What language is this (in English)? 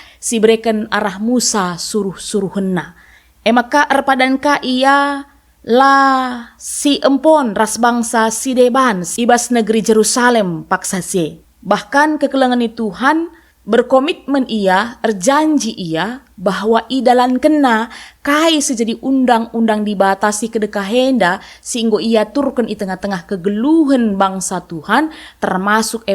Batak Karo